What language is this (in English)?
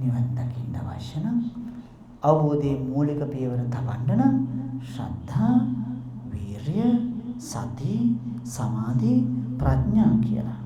Sinhala